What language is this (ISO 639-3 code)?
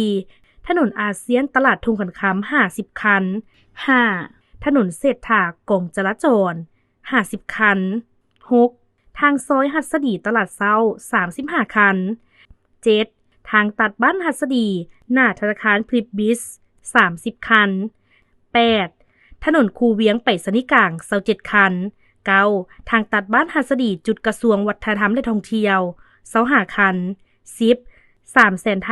lao